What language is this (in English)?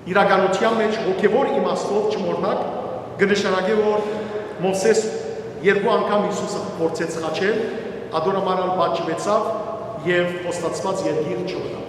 Western Armenian